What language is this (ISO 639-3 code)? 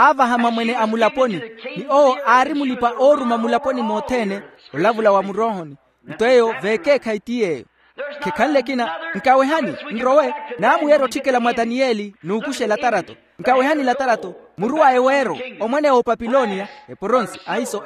vmw